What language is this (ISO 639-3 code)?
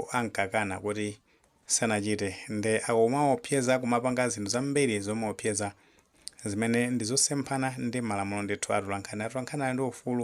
nya